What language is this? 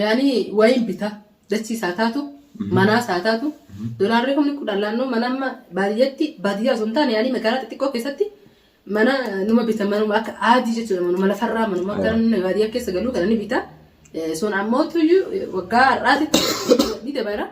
Oromo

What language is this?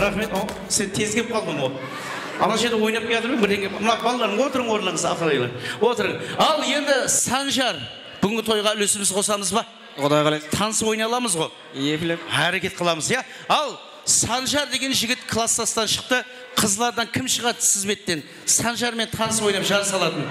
Kara-Kalpak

